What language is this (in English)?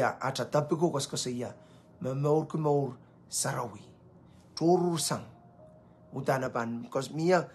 Pohnpeian